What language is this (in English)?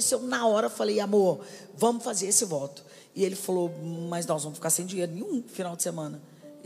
Portuguese